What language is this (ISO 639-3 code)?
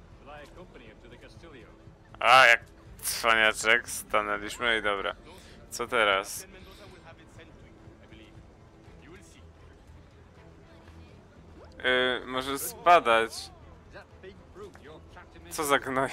pol